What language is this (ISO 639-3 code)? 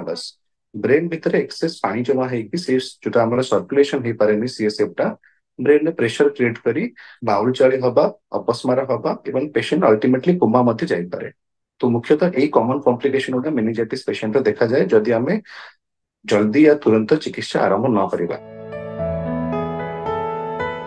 ori